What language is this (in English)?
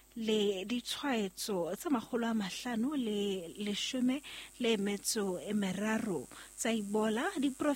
Southern Sotho